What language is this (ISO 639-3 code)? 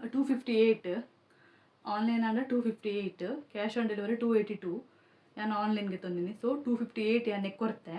tcy